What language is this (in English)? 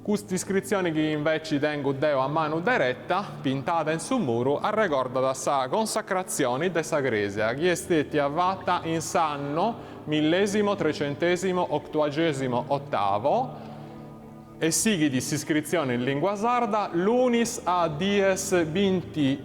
Sardinian